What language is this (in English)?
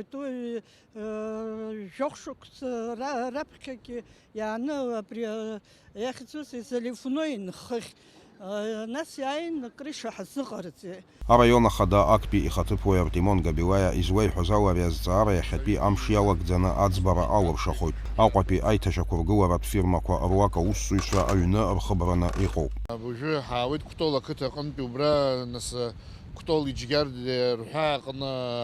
Abkhazian